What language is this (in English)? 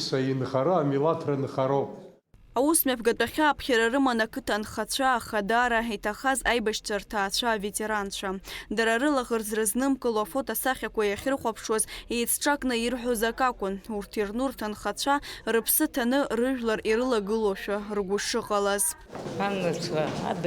Abkhazian